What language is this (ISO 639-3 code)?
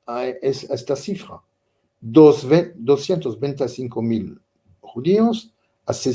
lad